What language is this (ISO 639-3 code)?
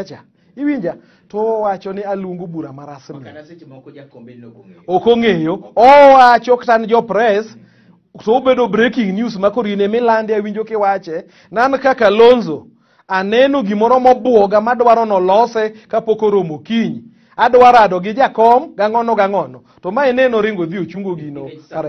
luo